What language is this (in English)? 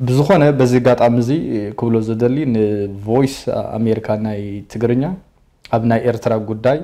Tigrinya